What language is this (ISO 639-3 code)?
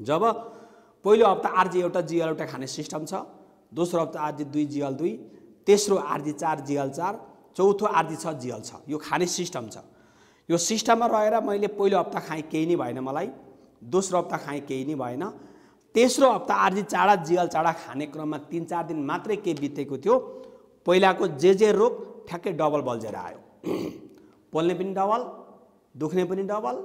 nep